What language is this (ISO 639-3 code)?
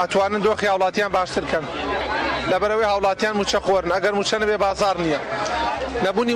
ckb